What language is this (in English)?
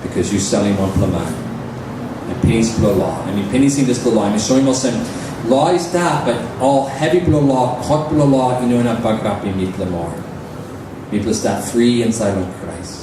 Tok Pisin